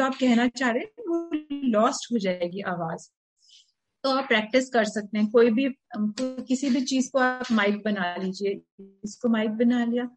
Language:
Hindi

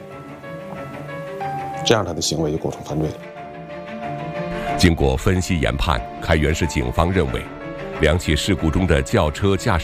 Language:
Chinese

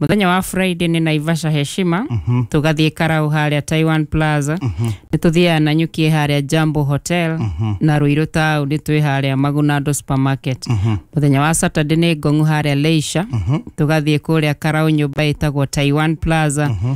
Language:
Kikuyu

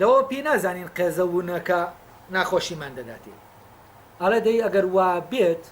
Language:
Central Kurdish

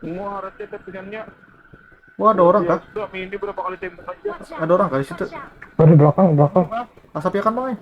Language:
Banjar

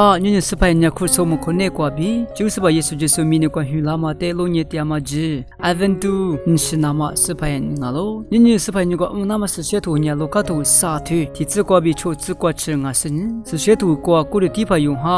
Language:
Lisu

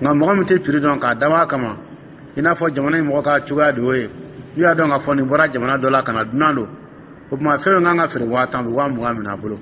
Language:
Dyula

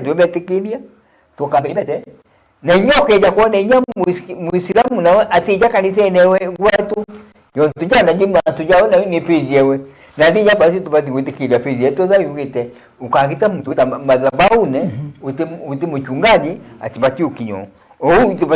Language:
Meru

